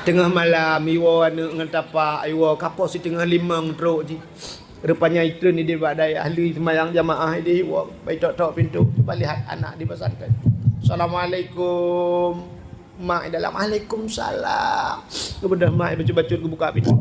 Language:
Achinese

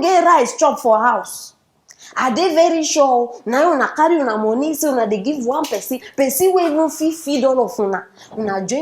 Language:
Nigerian Pidgin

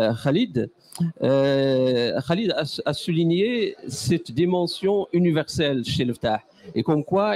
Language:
French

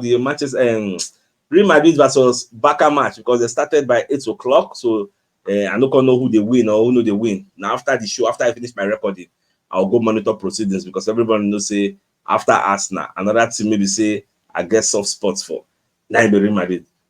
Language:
Nigerian Pidgin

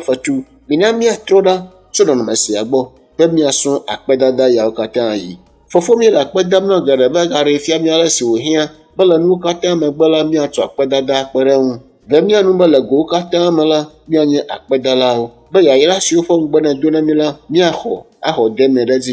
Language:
Ewe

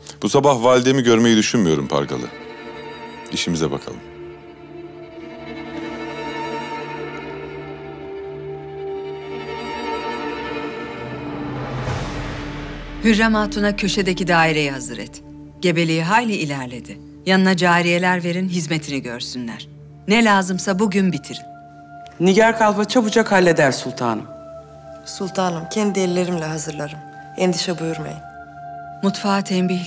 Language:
Turkish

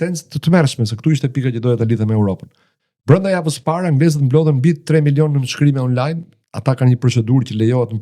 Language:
Albanian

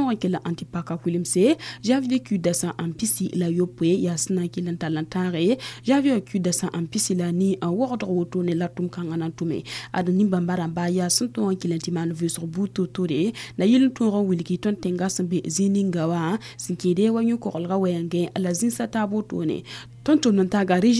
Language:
Mossi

